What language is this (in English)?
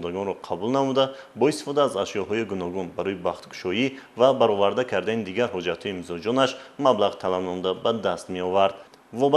Tajik